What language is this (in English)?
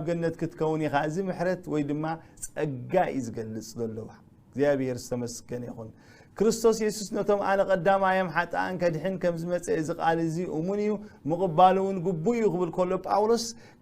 Tigrinya